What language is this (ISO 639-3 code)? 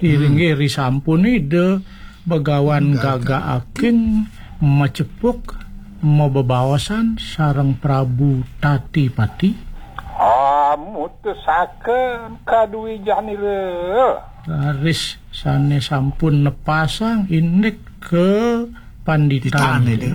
ban